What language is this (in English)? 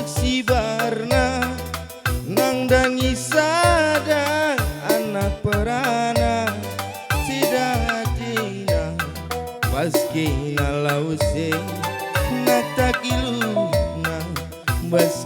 Batak Karo